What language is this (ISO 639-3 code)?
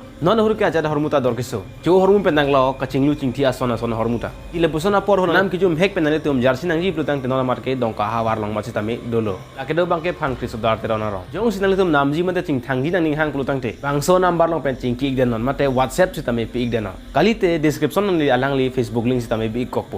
mjw